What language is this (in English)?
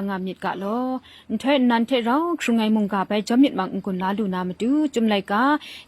Kachin